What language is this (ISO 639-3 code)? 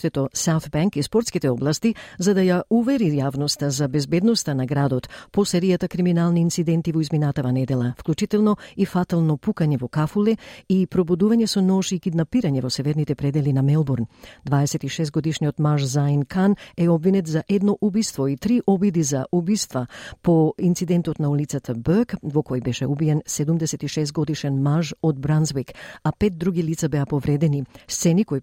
mkd